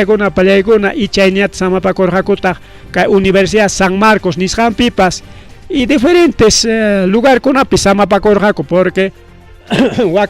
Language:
Ayacucho Quechua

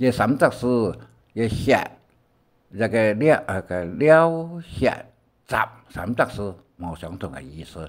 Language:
Hakka Chinese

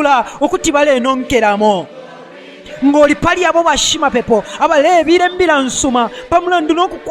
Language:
Bemba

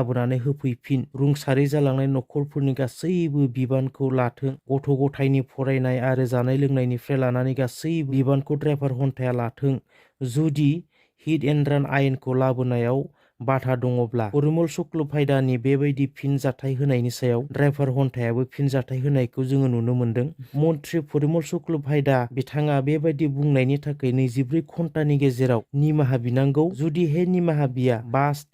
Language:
Bodo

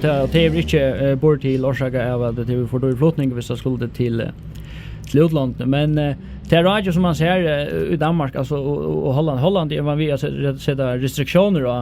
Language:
Faroese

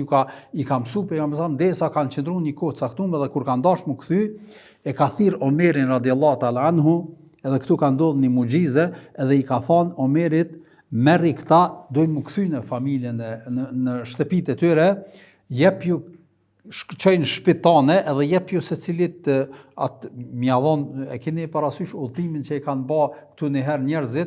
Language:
Albanian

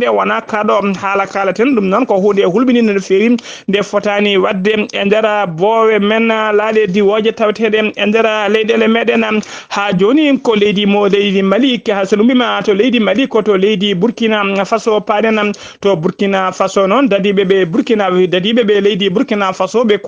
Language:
Fula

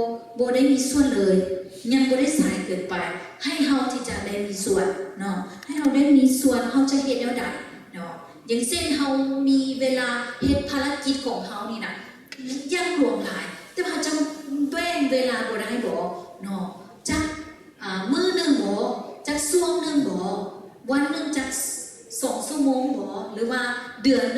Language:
Lao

